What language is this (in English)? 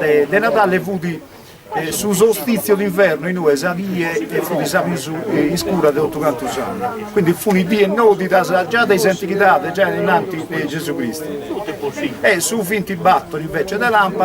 Sardinian